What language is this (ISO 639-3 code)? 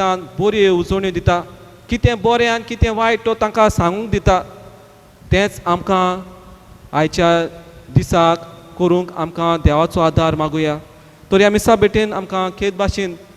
kok